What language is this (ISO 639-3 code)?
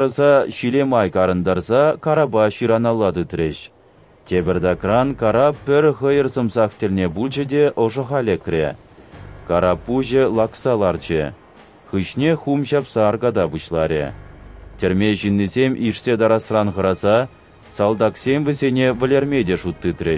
chv